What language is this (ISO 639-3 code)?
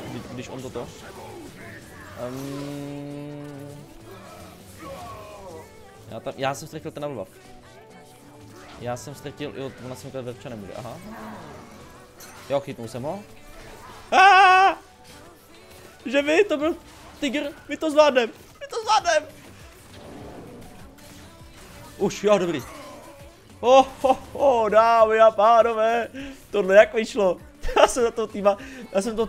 ces